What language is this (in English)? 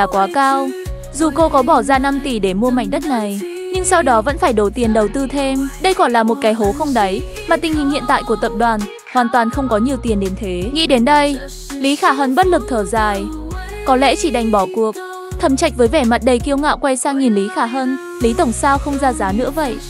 Vietnamese